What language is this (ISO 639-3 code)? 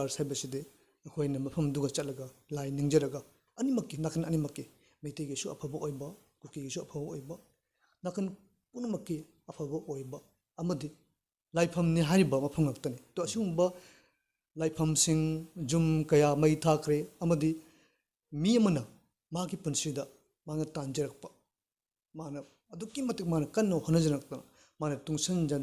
mni